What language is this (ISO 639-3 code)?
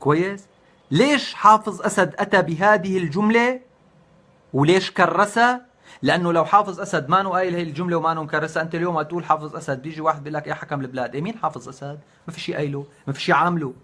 apc